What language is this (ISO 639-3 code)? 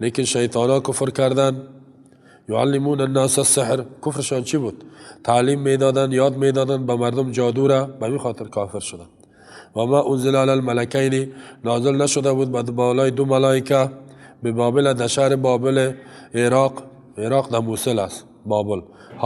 fas